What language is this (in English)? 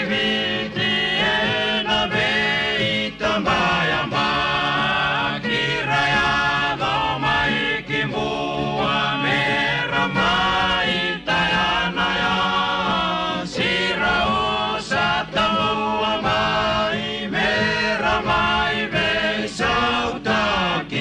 Fijian